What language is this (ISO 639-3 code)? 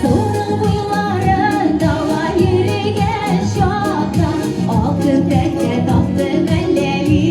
tat